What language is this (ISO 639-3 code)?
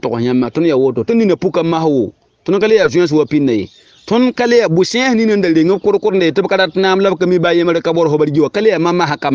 mos